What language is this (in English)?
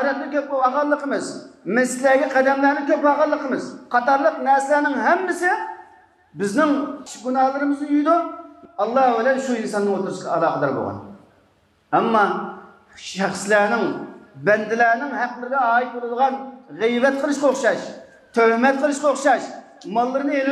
Uyghur